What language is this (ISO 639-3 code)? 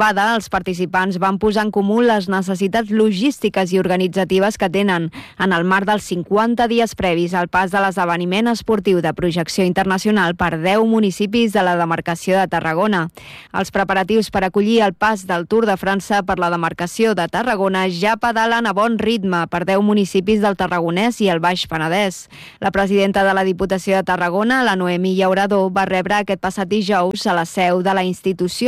cat